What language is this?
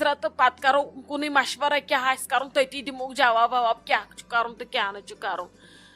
Kashmiri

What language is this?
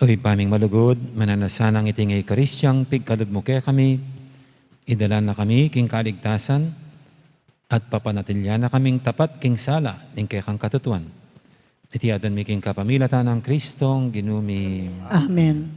Pampanga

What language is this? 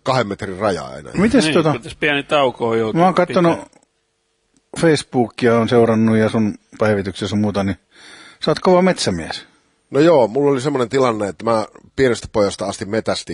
Finnish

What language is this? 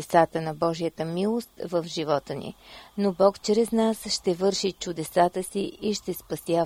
Bulgarian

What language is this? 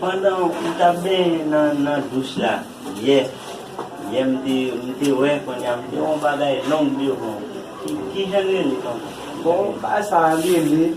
Haitian Creole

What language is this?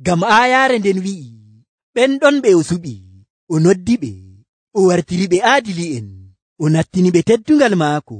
Nigerian Fulfulde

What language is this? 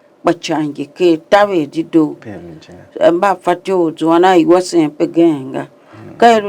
Tiv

